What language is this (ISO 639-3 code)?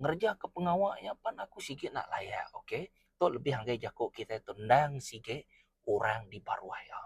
iba